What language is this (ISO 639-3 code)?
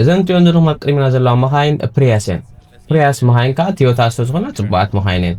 tir